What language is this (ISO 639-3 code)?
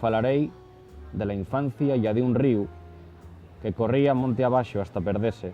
ast